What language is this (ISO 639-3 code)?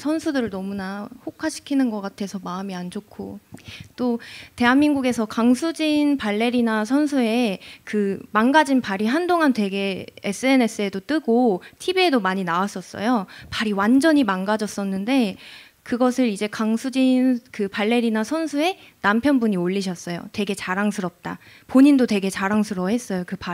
kor